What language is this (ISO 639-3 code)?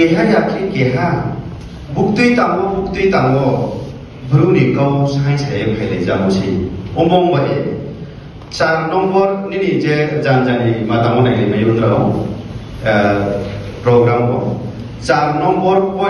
ria